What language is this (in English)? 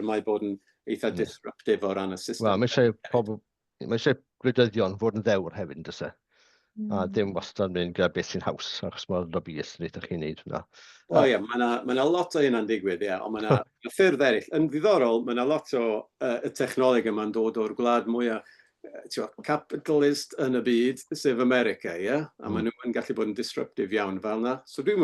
Welsh